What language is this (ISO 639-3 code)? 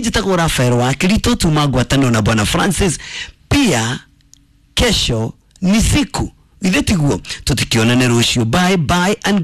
kik